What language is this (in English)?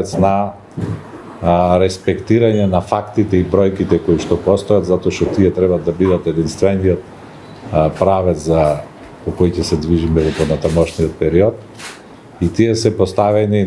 Macedonian